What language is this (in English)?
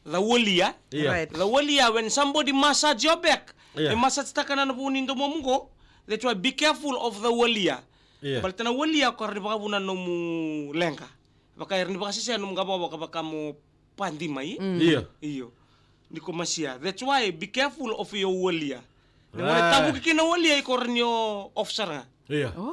Fijian